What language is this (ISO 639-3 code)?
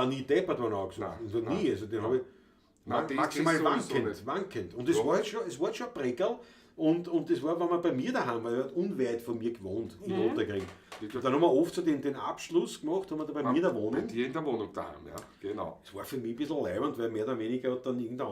bar